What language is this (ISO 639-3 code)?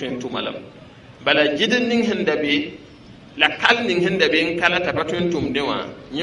mos